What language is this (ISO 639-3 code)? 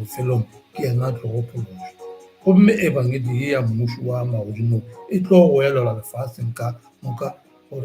nso